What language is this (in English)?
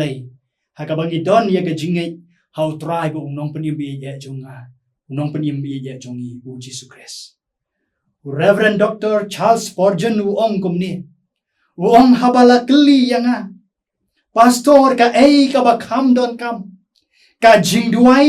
Khasi